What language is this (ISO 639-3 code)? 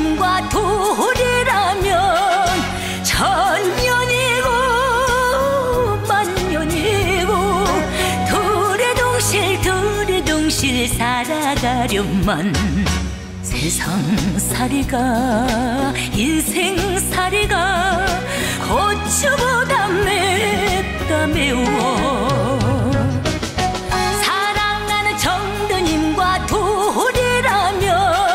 kor